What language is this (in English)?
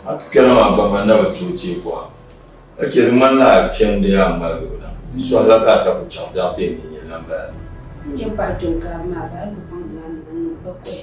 Dagbani